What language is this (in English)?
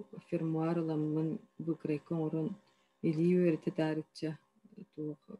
Yakut